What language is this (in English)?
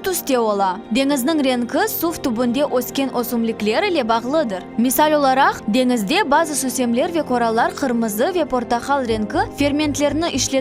Crimean Tatar